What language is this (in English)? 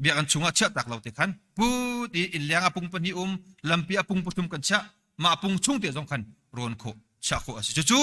Hakha Chin